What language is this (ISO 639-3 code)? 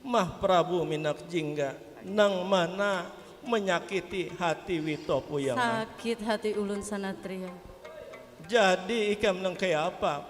bjn